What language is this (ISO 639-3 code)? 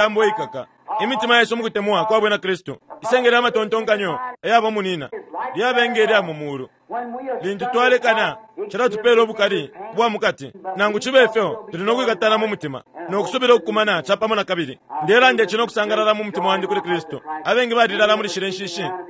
bem